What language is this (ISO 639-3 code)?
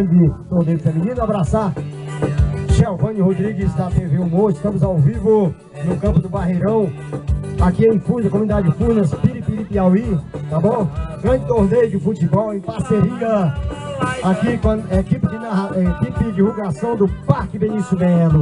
por